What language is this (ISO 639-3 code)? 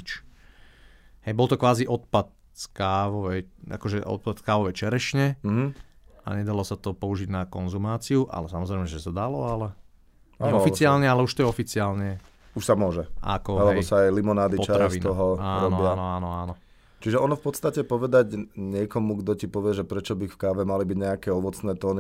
slk